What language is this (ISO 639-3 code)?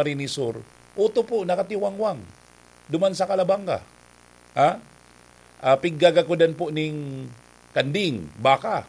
bik